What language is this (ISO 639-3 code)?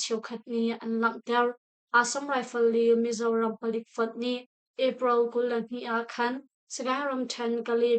cnh